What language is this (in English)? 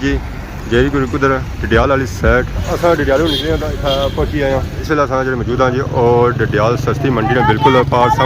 Pahari-Potwari